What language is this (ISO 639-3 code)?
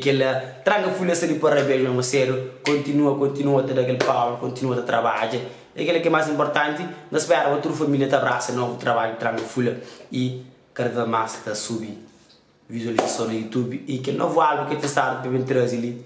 kea